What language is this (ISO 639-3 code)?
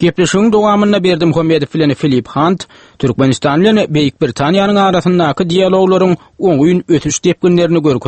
tuk